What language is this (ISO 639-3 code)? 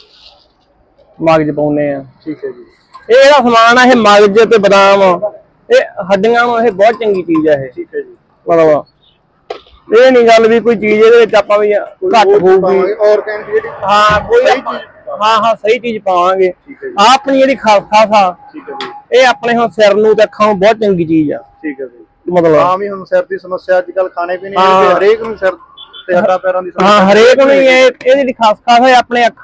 pan